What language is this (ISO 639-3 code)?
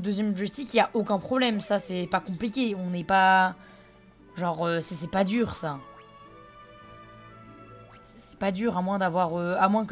fra